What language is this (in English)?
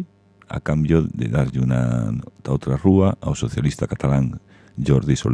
Galician